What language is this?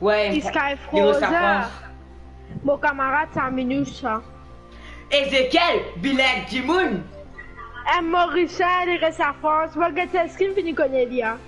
Morisyen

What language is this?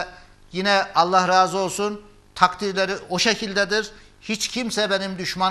Turkish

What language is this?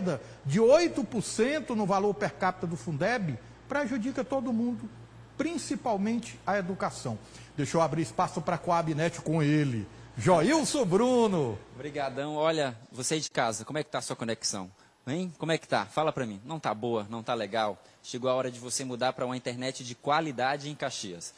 Portuguese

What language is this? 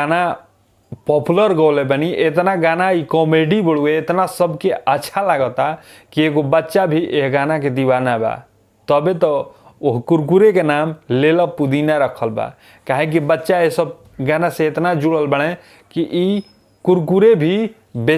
Bhojpuri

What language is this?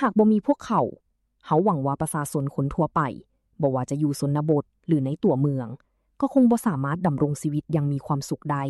Lao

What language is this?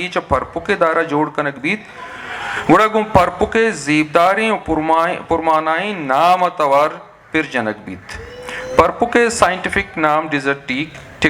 Eastern Balochi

